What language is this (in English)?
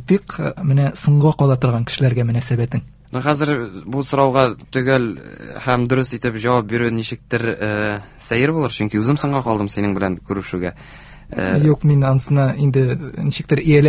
Tatar